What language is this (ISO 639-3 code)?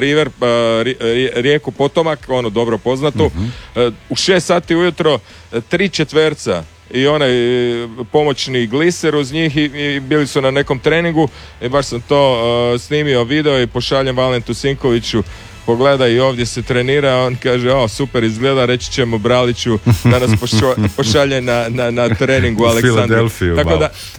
hrv